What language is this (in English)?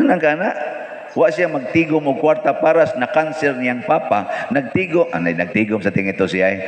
Cebuano